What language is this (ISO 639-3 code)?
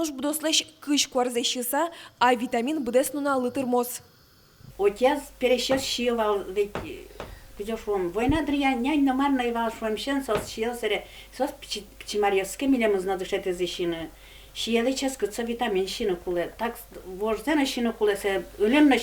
udm